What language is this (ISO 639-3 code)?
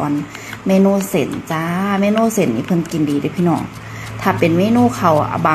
lao